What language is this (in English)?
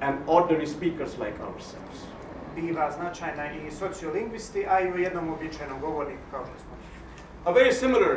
Bosnian